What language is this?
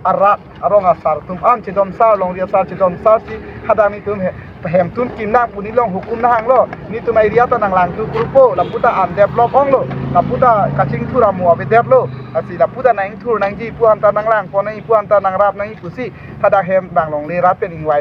Karbi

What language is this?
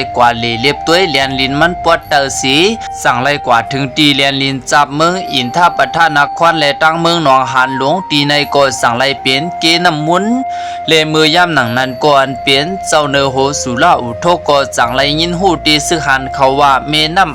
Shan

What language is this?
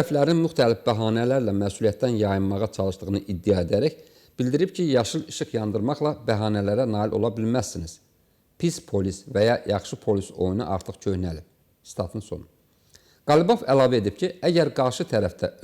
Azerbaijani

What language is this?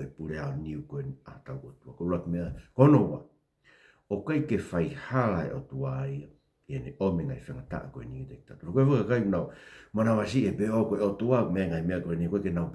Tongan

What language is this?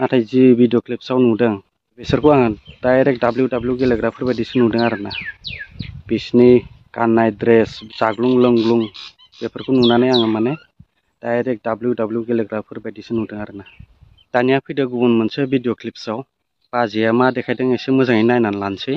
Bodo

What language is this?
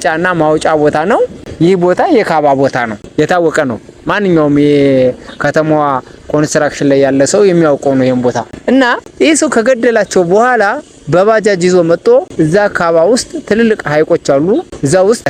Amharic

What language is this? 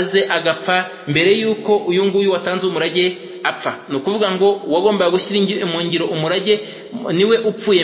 Kinyarwanda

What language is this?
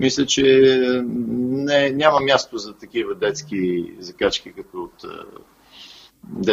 Bulgarian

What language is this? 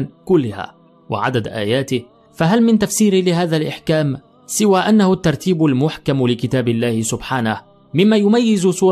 Arabic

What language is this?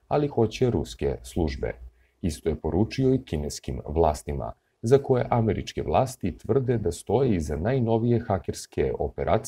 Serbian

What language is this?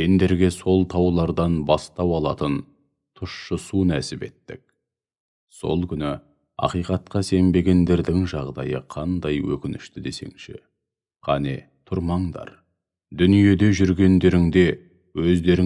Kazakh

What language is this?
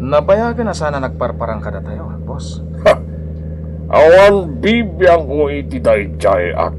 Iloko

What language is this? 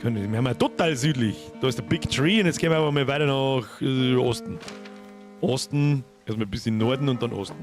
Bavarian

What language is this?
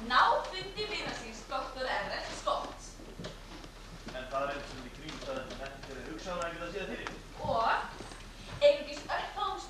Icelandic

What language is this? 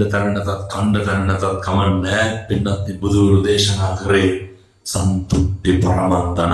Sinhala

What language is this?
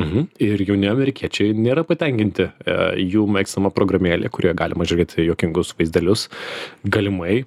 Lithuanian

